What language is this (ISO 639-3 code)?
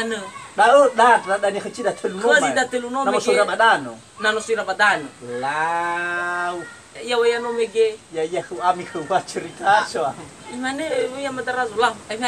nia